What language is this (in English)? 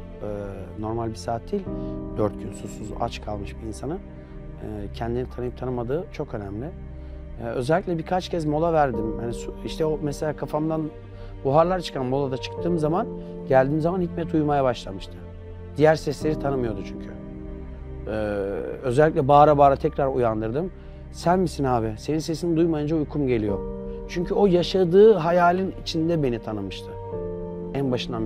Turkish